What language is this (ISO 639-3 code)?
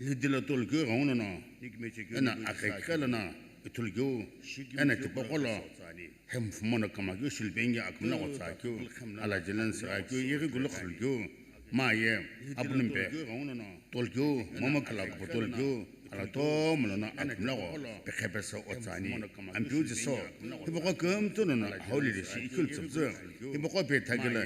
nsm